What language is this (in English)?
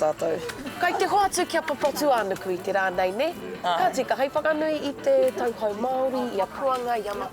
Māori